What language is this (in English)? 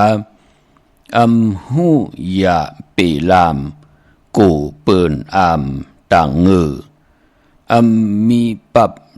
Shan